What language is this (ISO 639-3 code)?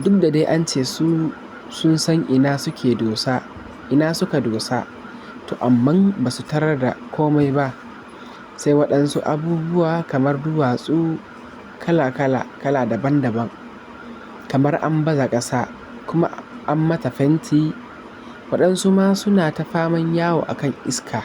hau